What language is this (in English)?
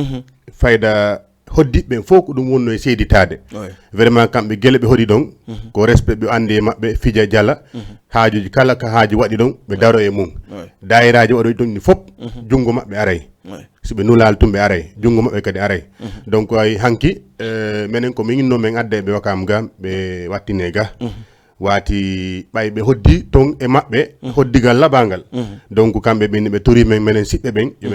Fula